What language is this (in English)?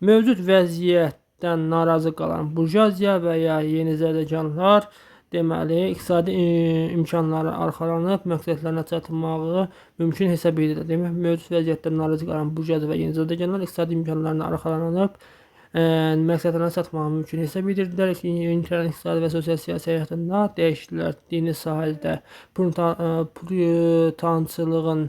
Azerbaijani